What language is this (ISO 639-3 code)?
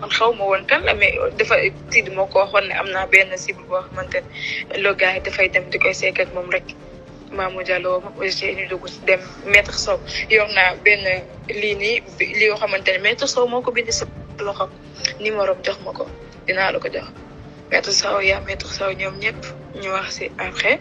wol